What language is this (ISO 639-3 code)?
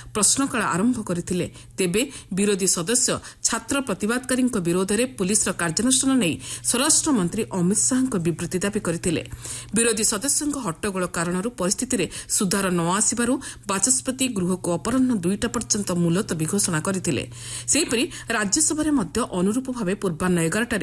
ori